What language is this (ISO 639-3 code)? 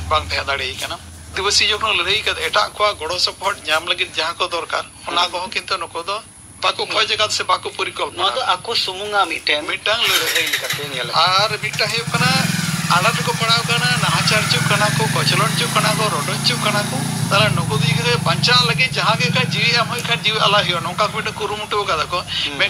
sat